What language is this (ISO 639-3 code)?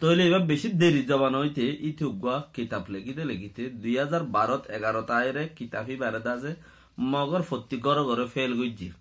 rhg